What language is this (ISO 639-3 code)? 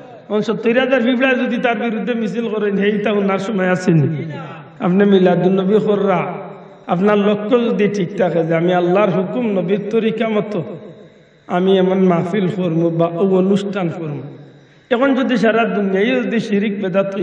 syl